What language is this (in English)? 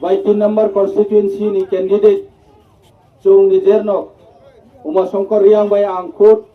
Riang (India)